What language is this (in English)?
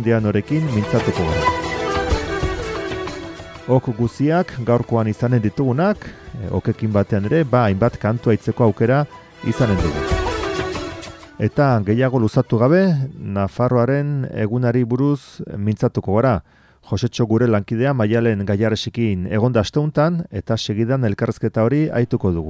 Basque